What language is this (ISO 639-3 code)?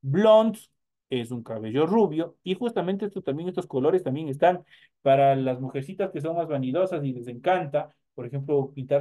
spa